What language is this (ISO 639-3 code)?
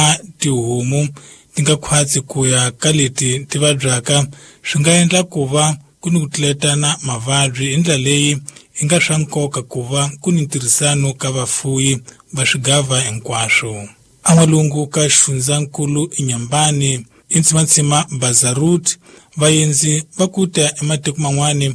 tso